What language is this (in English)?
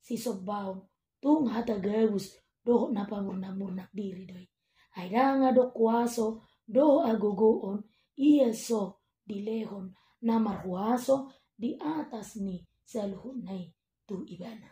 Batak Toba